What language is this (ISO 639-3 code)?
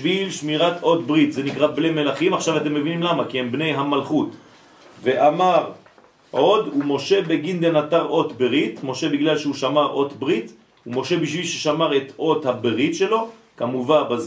heb